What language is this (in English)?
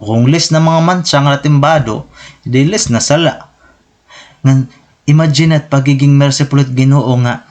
Waray